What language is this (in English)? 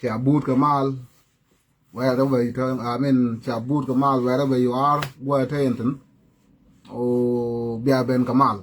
Nuer